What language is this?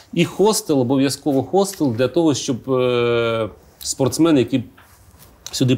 Ukrainian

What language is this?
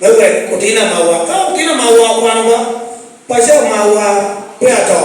Lango (Uganda)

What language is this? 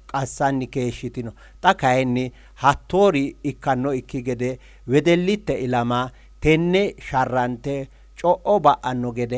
Sidamo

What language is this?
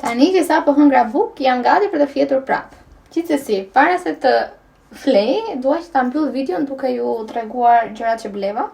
Albanian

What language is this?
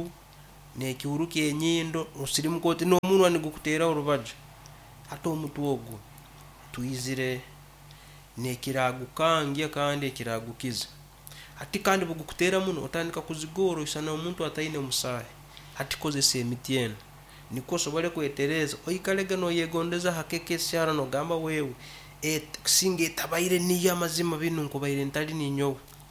Nyankole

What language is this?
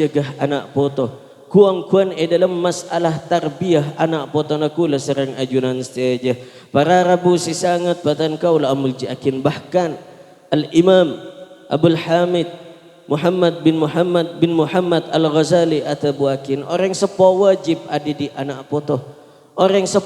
Madurese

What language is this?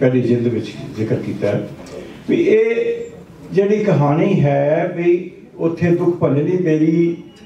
Punjabi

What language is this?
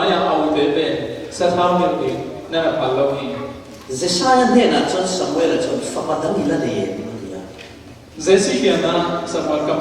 Falam Chin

